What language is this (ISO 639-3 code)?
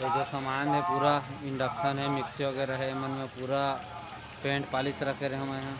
hne